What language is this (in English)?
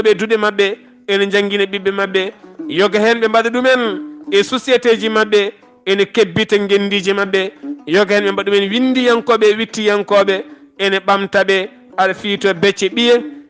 Fula